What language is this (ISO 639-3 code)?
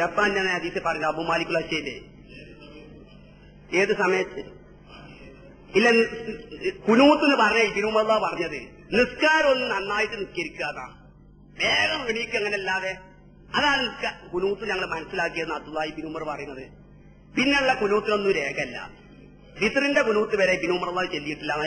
mal